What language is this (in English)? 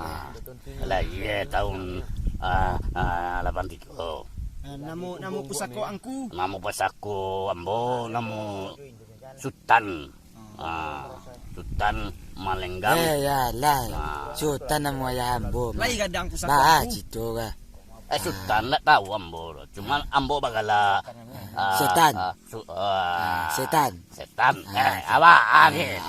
Minangkabau